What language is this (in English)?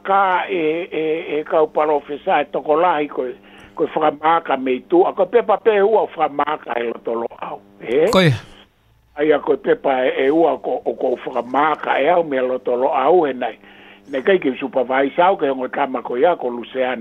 Tongan